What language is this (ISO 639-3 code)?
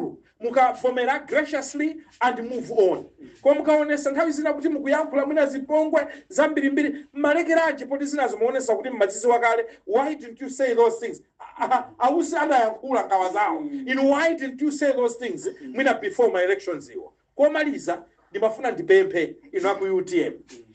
nya